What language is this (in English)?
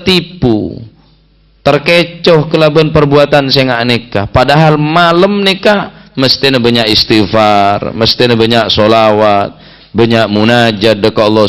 Madurese